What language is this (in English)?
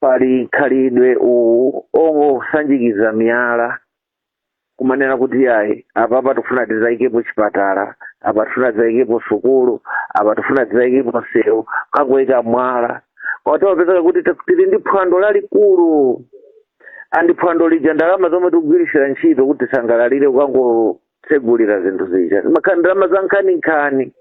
Nyanja